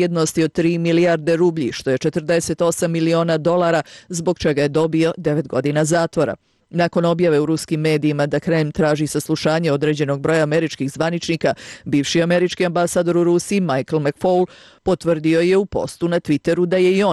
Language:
Serbian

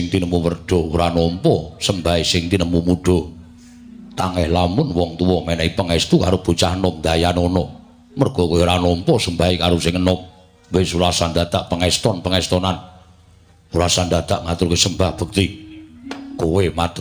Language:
Javanese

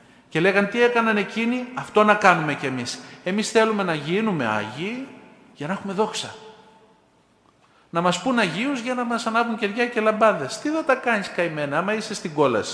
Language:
Greek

